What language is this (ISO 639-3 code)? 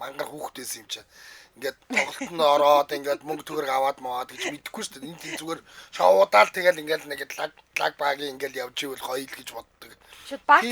mon